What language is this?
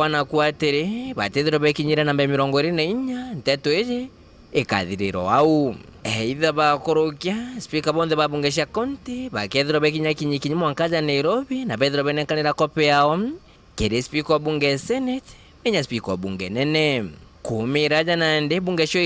Meru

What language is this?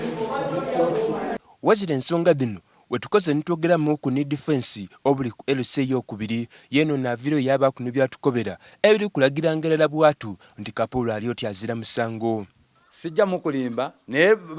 Soga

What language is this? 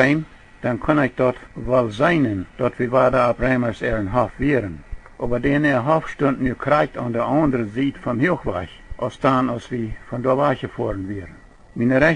Plautdietsch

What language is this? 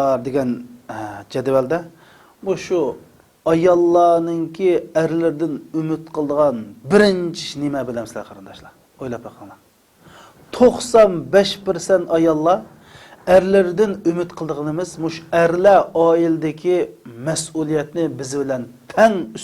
Uyghur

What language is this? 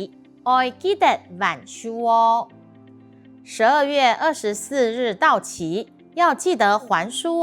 Hakka Chinese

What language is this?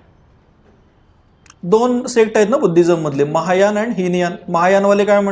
Marathi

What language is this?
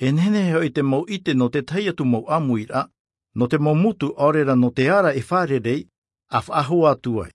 Tahitian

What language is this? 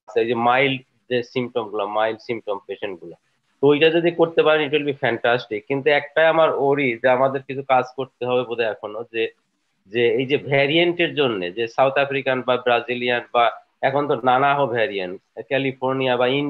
Bangla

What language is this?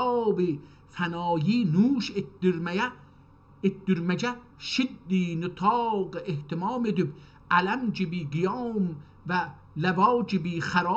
South Azerbaijani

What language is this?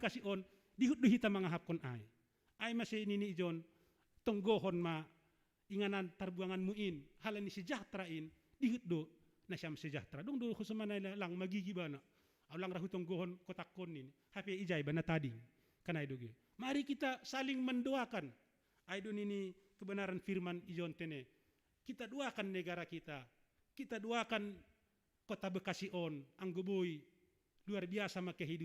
Batak Simalungun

